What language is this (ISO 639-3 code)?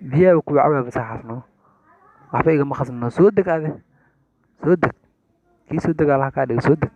som